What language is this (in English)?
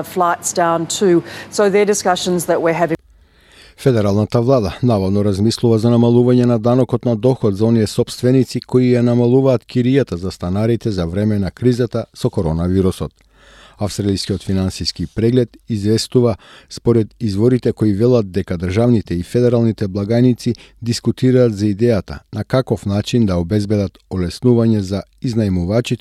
Macedonian